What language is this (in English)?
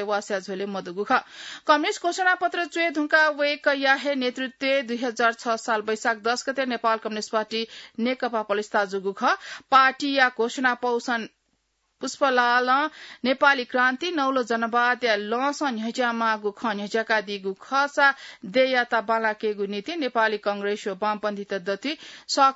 Newari